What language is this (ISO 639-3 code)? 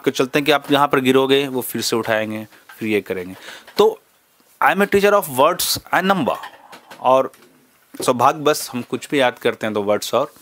hin